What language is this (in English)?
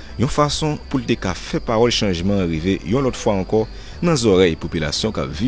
Haitian Creole